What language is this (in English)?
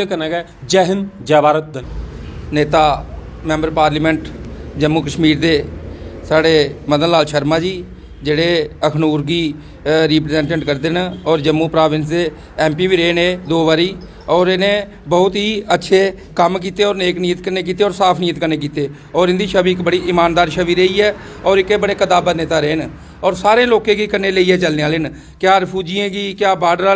Dogri